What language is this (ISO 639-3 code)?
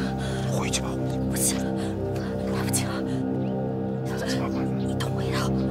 zho